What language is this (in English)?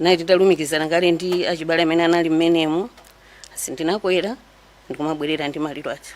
Nyanja